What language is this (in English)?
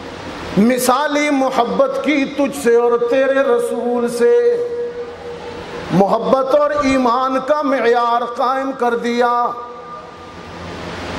Urdu